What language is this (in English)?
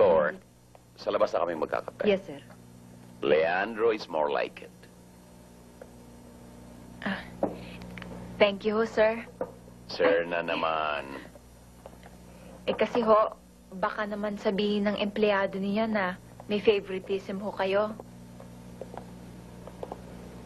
Filipino